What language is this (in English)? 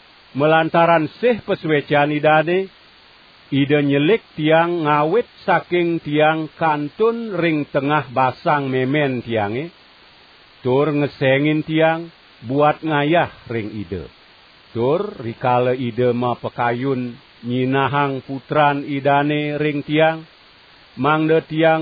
Balinese